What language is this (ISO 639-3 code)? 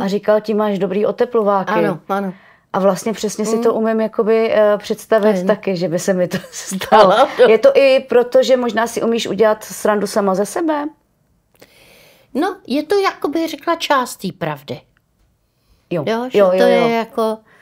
ces